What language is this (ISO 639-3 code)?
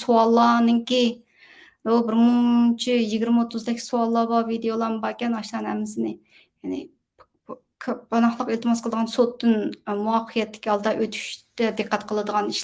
uig